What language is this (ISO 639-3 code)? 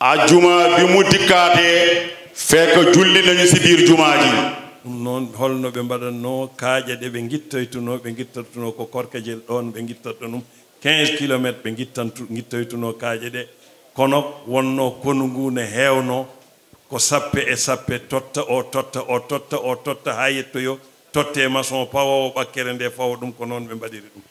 ful